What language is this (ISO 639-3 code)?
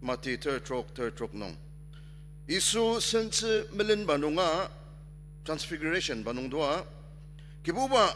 njo